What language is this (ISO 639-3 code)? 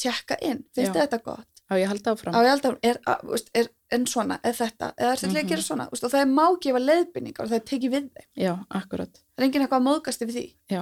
isl